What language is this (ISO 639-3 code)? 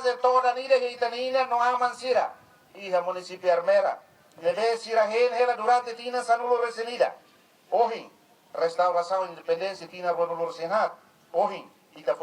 tet